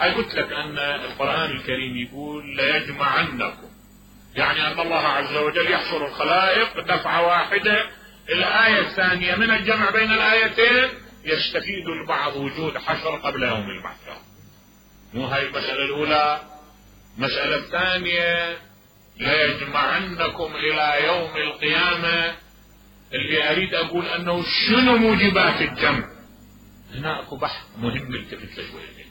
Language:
Mesopotamian Arabic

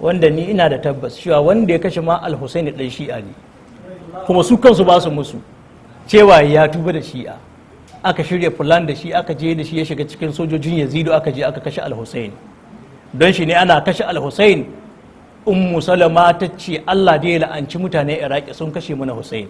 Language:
Hausa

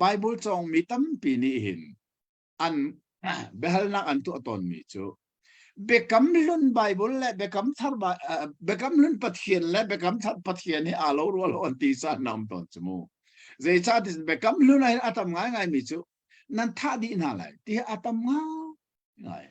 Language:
Hakha Chin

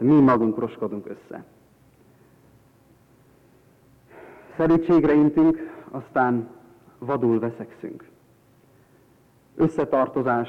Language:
Hungarian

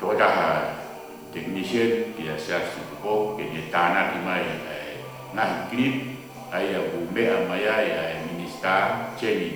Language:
Tongan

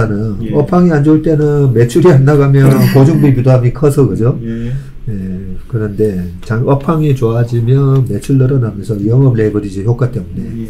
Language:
Korean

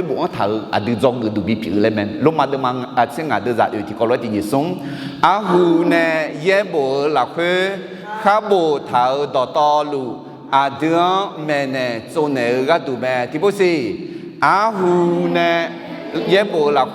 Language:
Akha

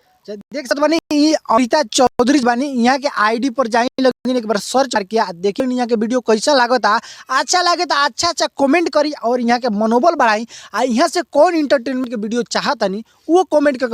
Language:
Bhojpuri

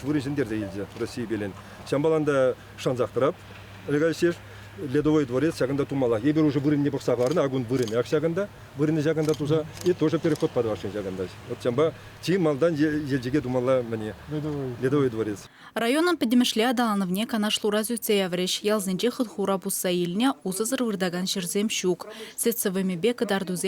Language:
Chuvash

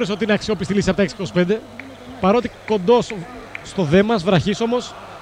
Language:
Greek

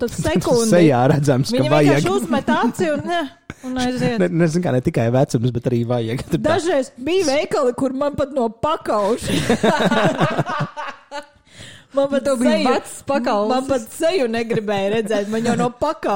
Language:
Latvian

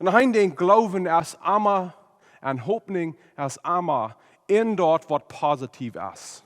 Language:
Plautdietsch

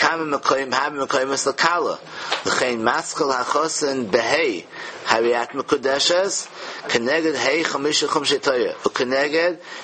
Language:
Yiddish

